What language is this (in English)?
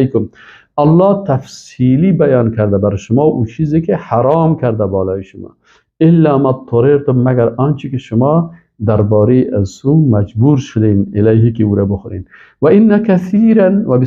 Persian